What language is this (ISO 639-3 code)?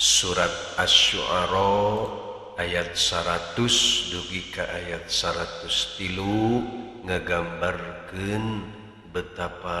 sun